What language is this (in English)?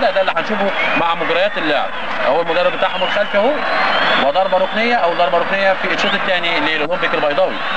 Egyptian Arabic